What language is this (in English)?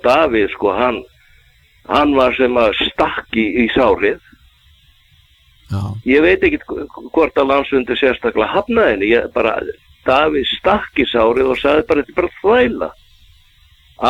Icelandic